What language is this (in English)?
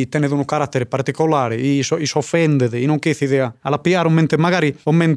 Sardinian